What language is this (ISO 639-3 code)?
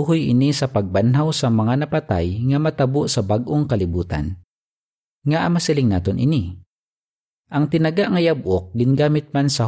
hil